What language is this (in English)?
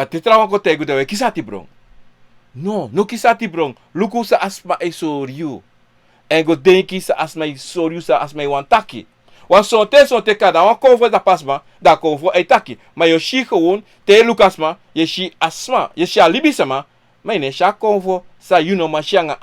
Sranan Tongo